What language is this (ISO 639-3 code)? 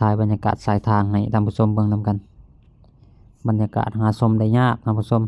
lao